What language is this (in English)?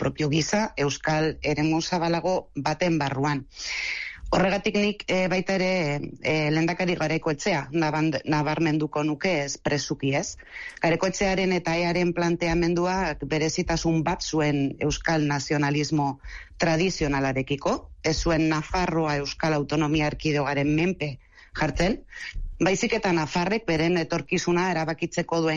Basque